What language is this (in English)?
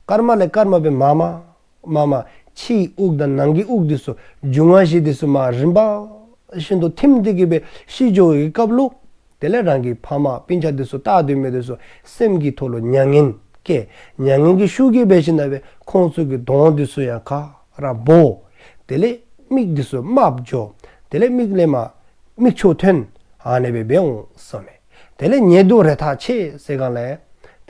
Dzongkha